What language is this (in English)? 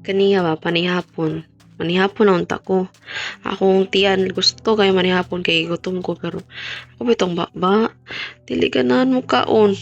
Cebuano